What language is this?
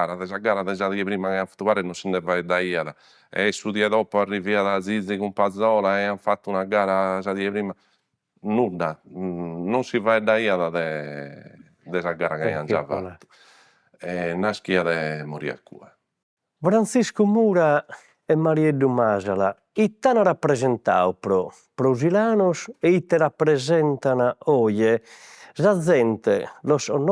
Sardinian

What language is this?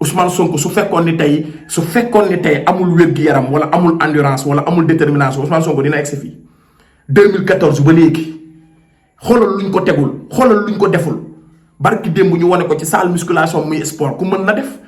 Wolof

